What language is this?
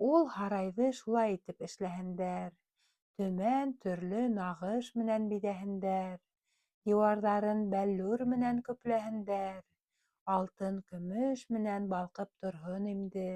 Bashkir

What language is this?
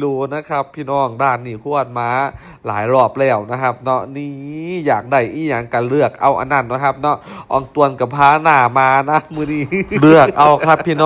Northeastern Thai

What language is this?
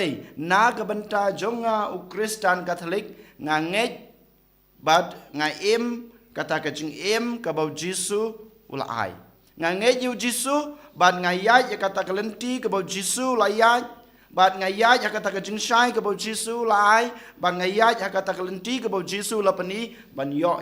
Khasi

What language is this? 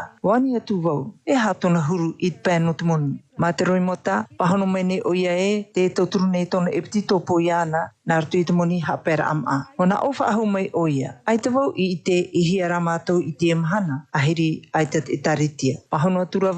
Tahitian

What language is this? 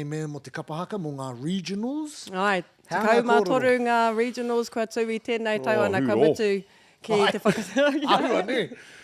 Māori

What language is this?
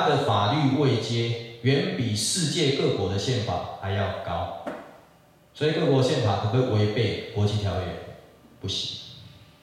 Chinese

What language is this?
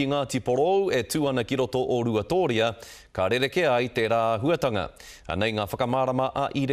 Māori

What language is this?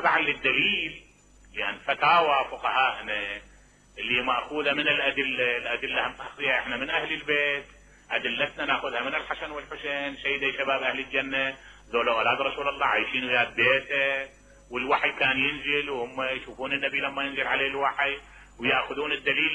Mesopotamian Arabic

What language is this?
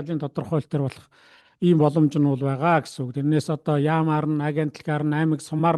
Mongolian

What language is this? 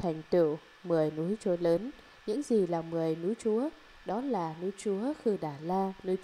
Vietnamese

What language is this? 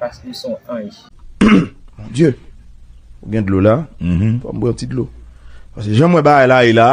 Haitian Creole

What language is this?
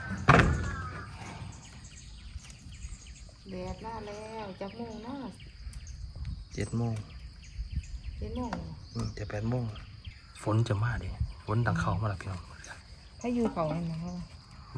Northeastern Thai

